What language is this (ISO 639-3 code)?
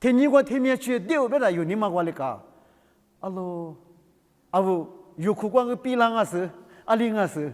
lis